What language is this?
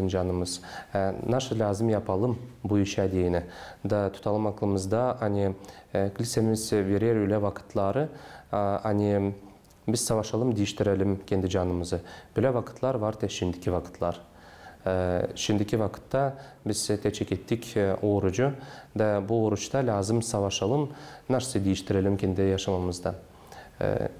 Gagauz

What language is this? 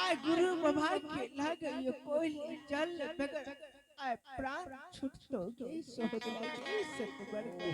Angika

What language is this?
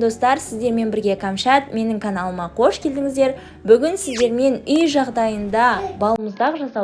Kazakh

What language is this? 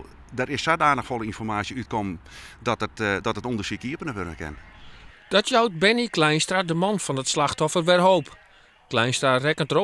Western Frisian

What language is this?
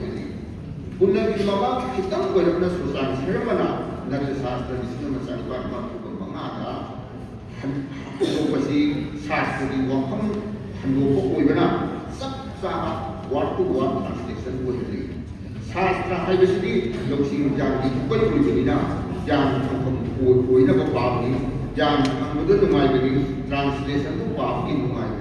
Manipuri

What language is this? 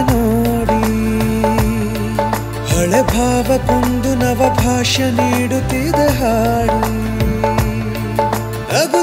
Kannada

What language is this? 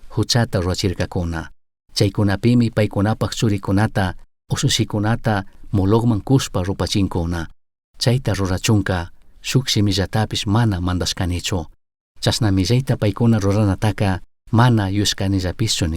Chimborazo Highland Quichua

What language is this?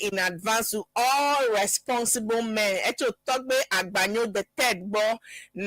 Ewe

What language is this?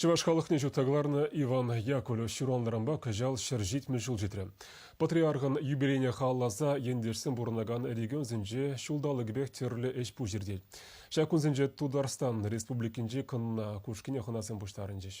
Chuvash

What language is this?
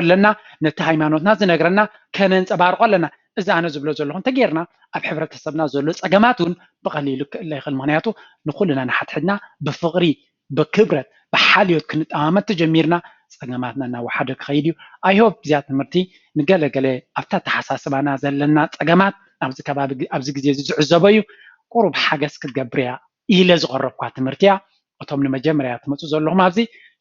Tigrinya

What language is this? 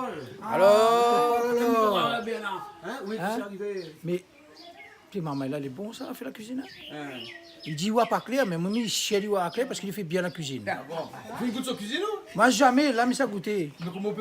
Réunion Creole French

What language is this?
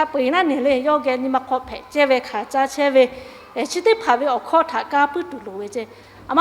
Lahu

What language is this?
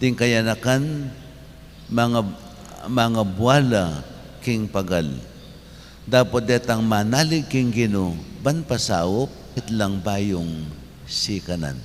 Pampanga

